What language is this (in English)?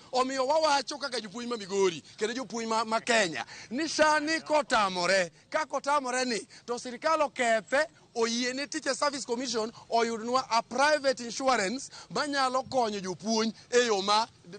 Luo (Kenya and Tanzania)